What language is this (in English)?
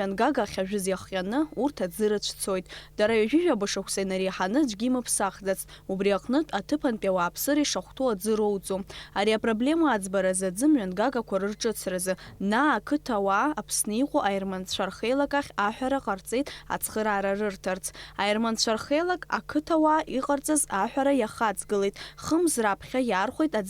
Abkhazian